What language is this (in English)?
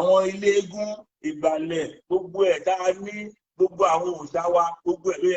Yoruba